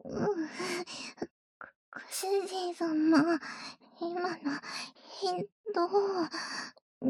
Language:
Japanese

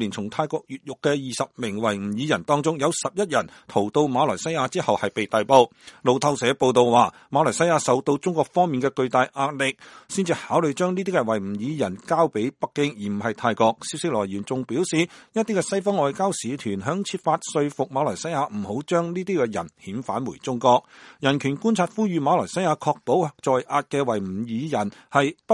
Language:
Cantonese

